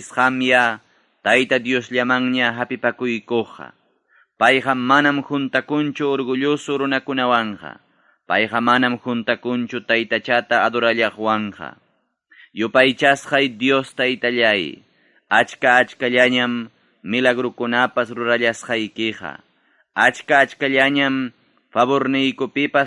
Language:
Ayacucho Quechua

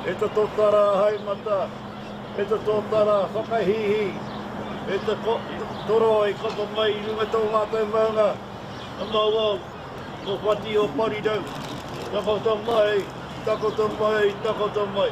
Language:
Māori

